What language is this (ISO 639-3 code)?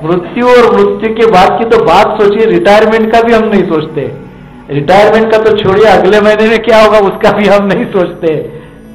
hin